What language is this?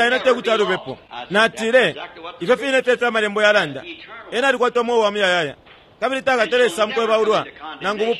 Bemba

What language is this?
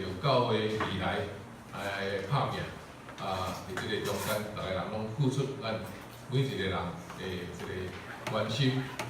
Min Nan Chinese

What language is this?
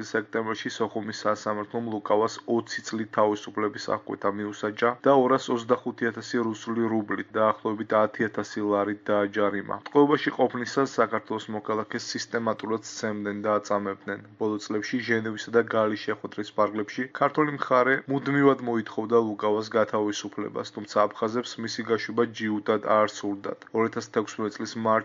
Georgian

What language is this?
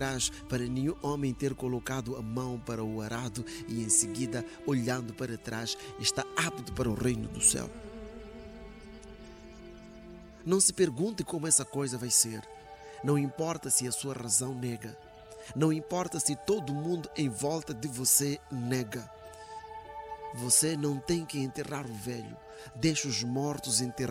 Portuguese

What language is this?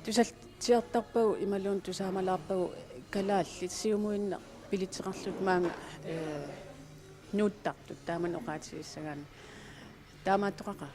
Kalaallisut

